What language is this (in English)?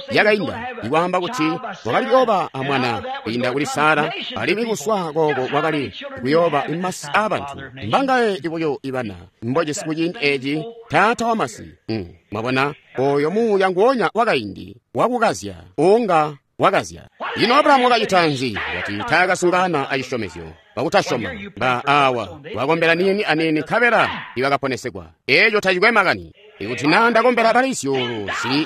Tonga (Zambia)